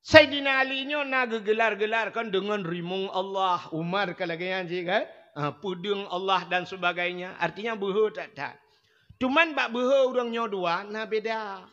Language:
Achinese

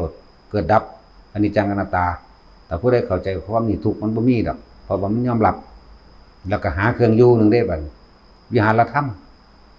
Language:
Northeastern Thai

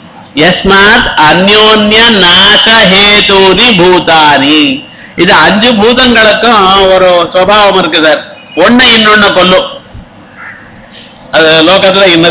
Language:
Tamil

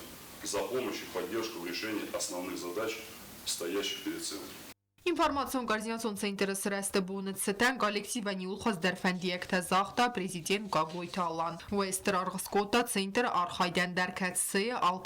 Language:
Ossetic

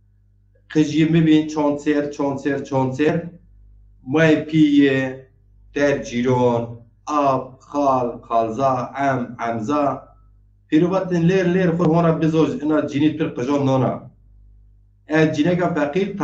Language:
Zaza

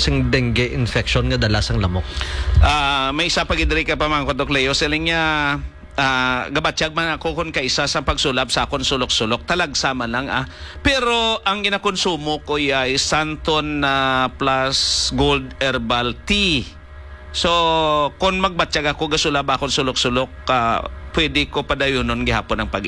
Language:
Hiligaynon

